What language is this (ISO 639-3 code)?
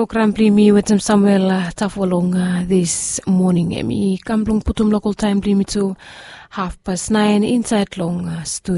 bis